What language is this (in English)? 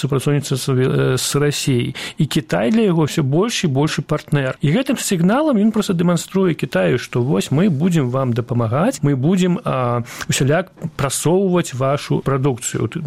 Belarusian